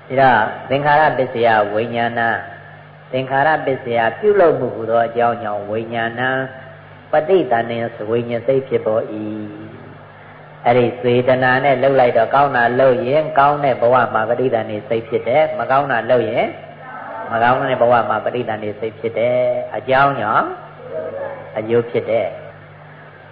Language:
Burmese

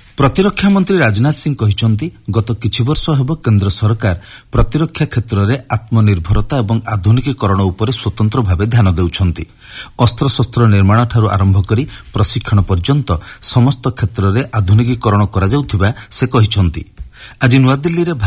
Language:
Odia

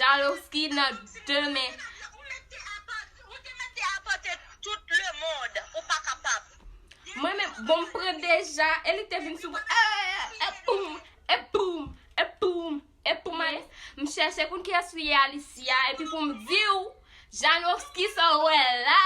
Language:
Haitian Creole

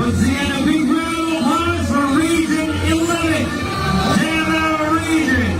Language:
Cebuano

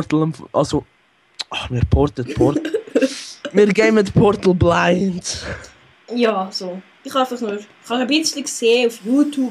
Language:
Swiss German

